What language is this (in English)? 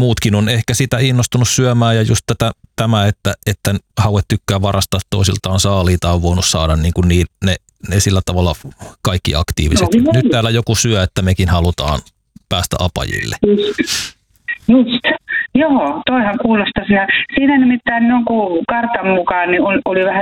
Finnish